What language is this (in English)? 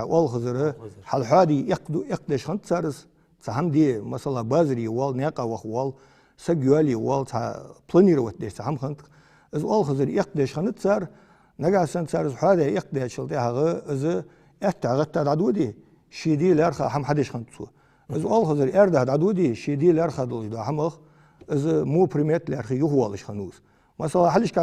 Ingush